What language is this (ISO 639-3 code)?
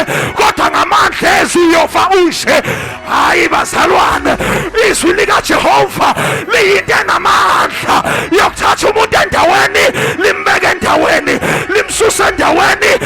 zul